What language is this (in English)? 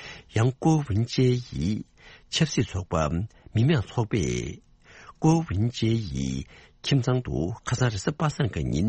Tibetan